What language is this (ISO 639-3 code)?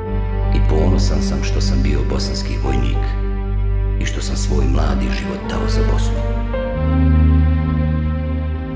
bos